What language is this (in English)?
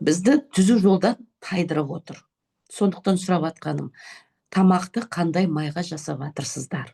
Kazakh